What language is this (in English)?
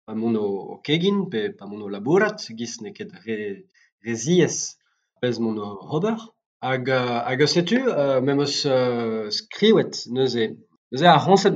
Breton